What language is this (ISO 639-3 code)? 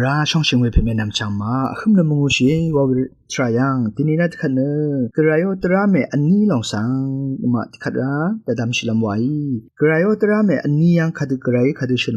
raw